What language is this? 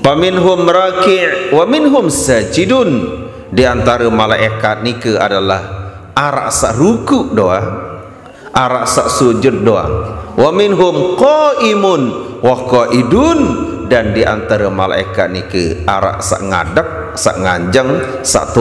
Sasak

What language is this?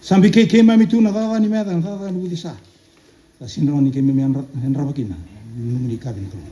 Fijian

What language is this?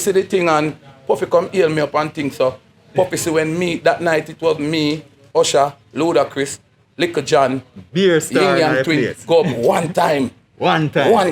Jamaican Creole English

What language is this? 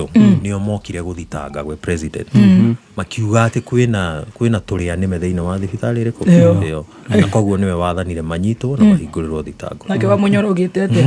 Kikuyu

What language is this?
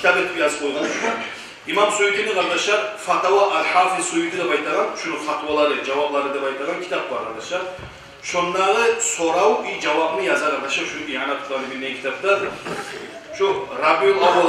Kumyk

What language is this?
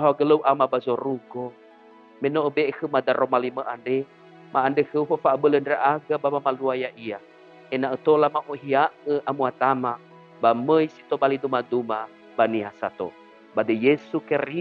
Nias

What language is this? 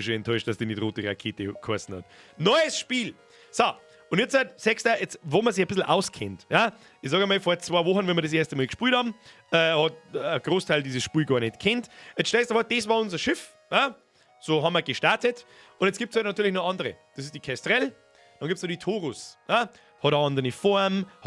Bavarian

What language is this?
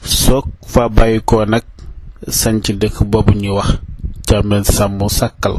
Wolof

